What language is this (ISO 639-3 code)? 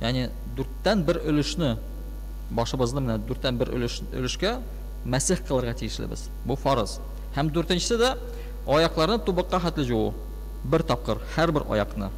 tat